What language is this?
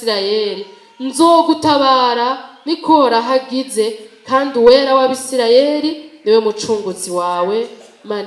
Rundi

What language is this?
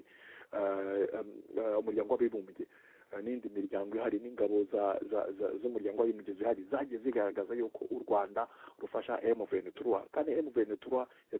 Kinyarwanda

